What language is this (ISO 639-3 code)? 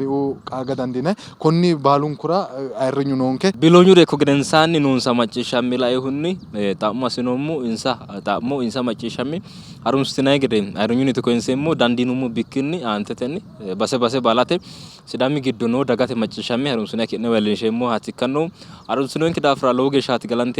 sid